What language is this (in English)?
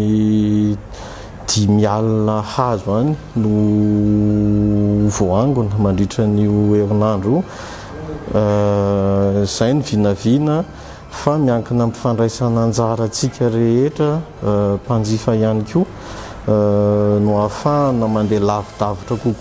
Malagasy